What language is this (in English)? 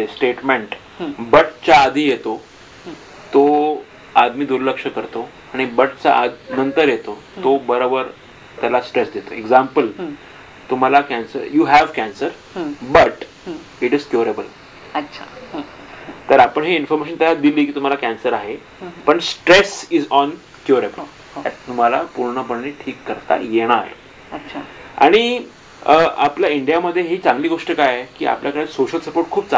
Marathi